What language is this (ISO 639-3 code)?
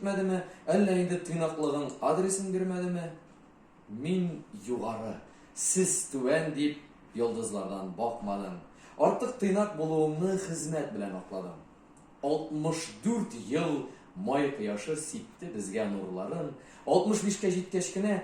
tat